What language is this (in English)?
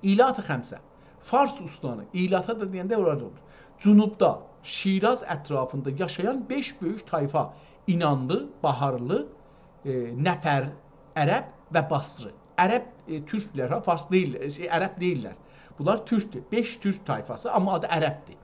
South Azerbaijani